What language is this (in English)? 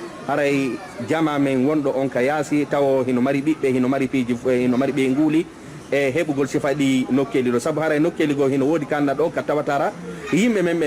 Fula